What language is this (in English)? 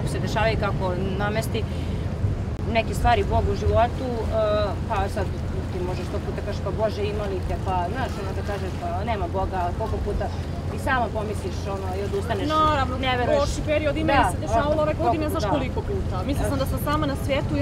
Serbian